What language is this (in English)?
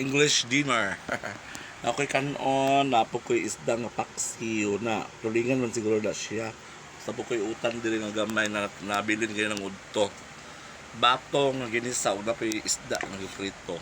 Cebuano